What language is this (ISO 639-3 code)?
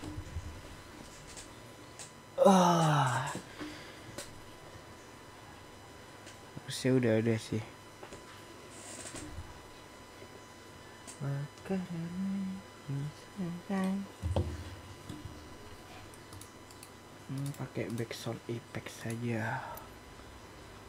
ind